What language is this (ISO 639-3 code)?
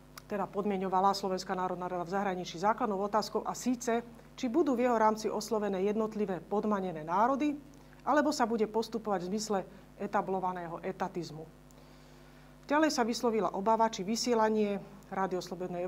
slk